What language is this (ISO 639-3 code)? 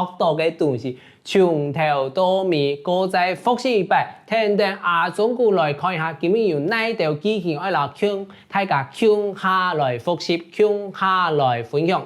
hak